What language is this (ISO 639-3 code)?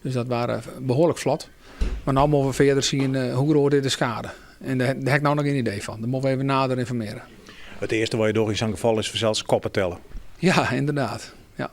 fry